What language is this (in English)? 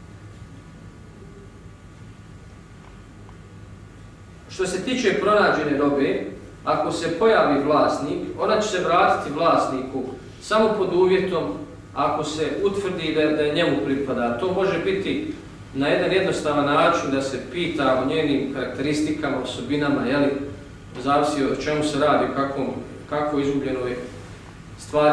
Bosnian